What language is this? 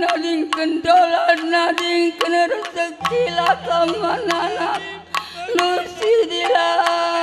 Batak Karo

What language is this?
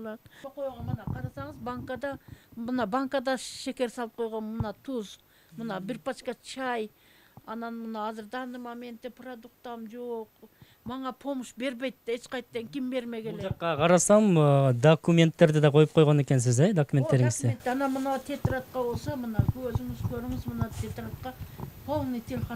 Kyrgyz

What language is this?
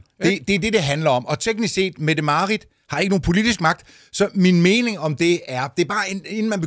Danish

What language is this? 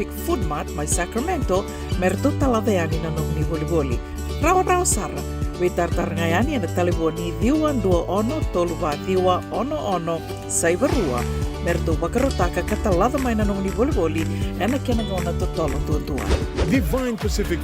Fijian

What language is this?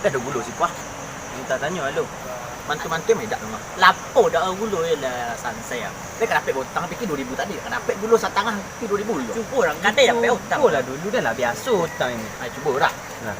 Minangkabau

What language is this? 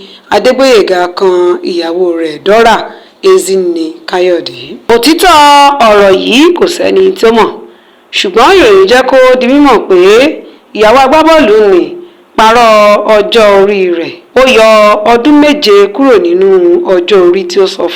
Yoruba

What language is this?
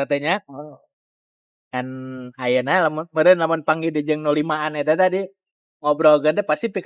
Sundanese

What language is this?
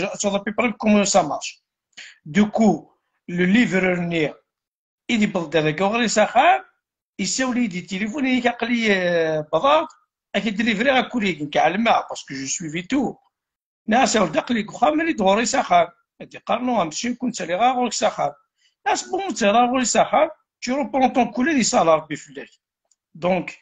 Kabyle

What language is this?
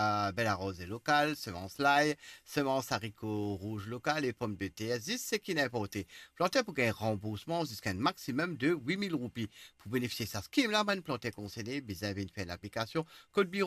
Morisyen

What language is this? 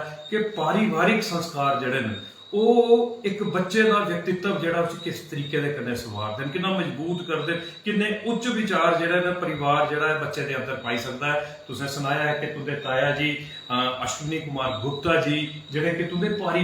Dogri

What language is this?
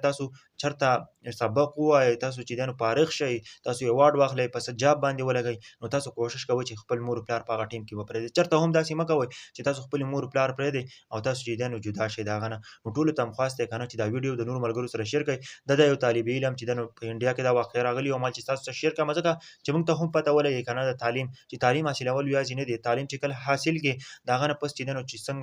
Pashto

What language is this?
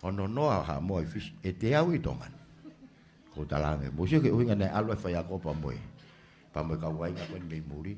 Tongan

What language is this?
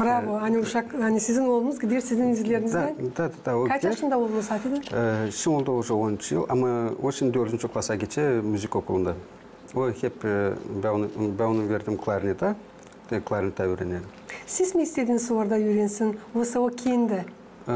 Gagauz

